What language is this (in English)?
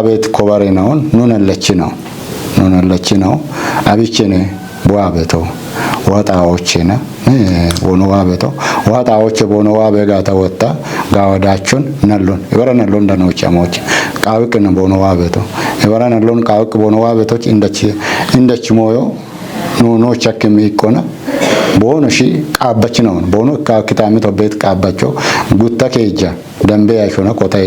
Kafa